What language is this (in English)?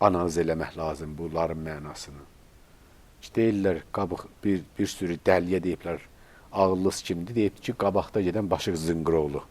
Azerbaijani